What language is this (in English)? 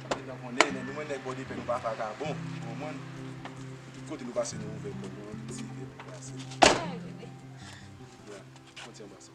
Haitian Creole